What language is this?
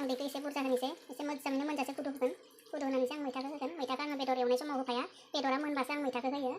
Bodo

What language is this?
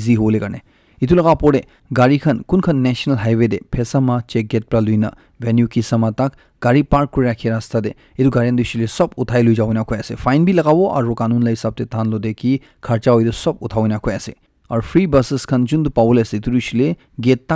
Naga Pidgin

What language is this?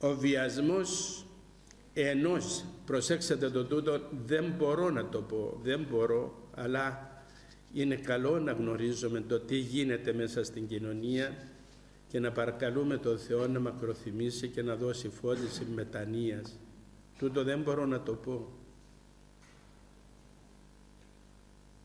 Greek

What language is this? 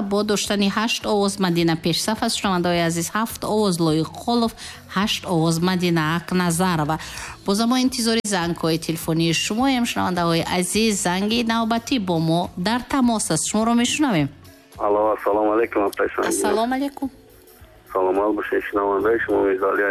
Tajik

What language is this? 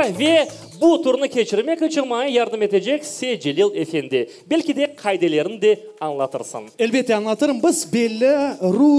Crimean Tatar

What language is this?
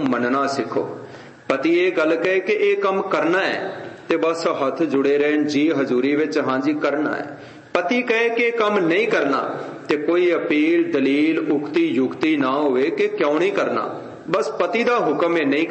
Punjabi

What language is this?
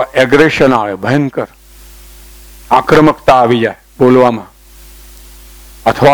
Gujarati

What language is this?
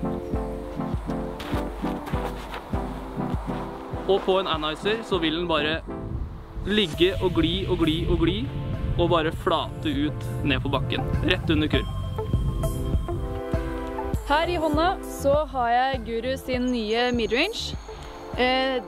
Norwegian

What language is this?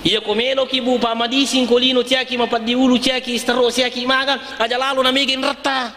Buginese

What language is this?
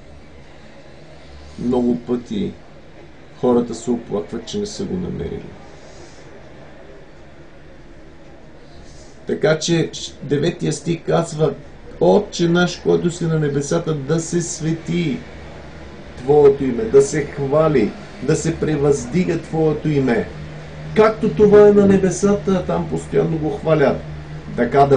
Bulgarian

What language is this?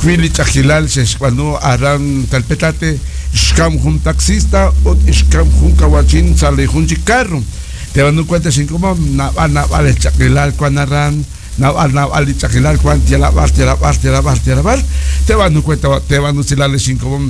Kekchí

